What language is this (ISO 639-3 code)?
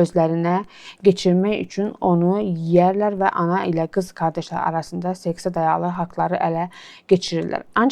aze